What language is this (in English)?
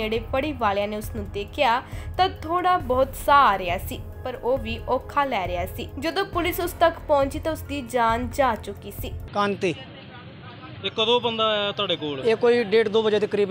Punjabi